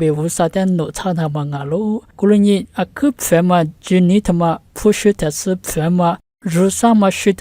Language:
Lisu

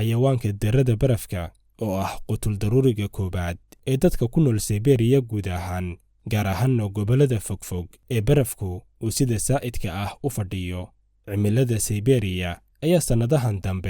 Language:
Somali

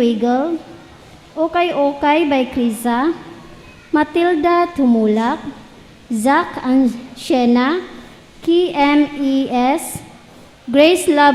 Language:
Cebuano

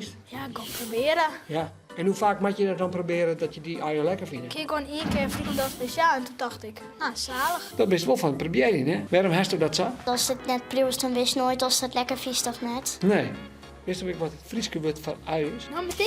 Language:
Western Frisian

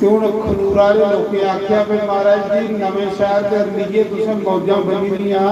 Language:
Dogri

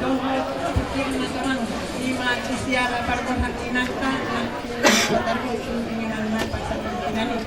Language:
Batak Toba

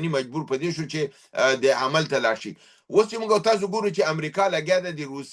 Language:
Pashto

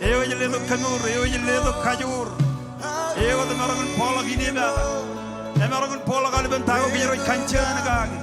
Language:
Marshallese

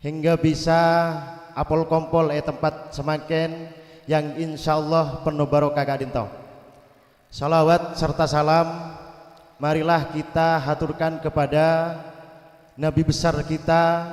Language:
Madurese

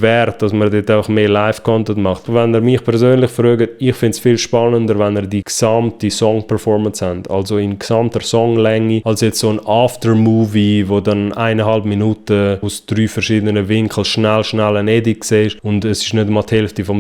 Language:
Swiss German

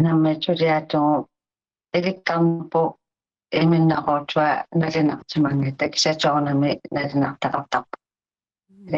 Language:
Kalaallisut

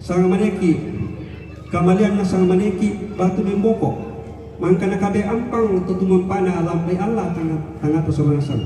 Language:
Toraja-Sa'dan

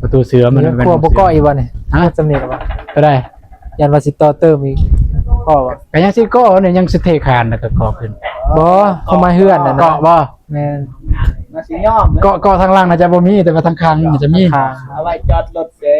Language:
Northeastern Thai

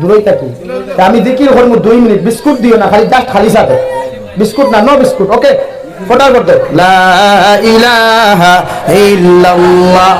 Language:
Sylheti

